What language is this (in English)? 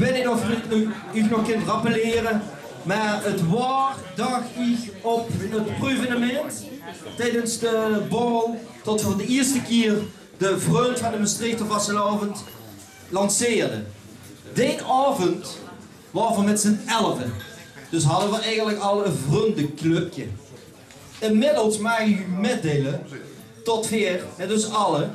Limburgish